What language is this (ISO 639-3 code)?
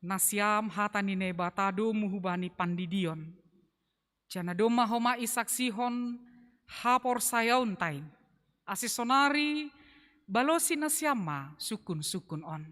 bts